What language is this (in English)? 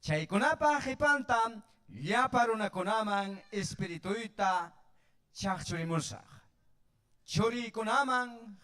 Ayacucho Quechua